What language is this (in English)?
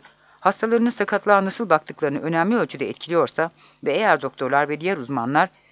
Turkish